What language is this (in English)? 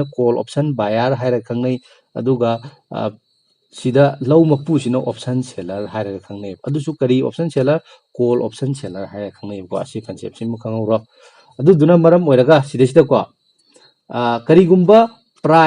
Manipuri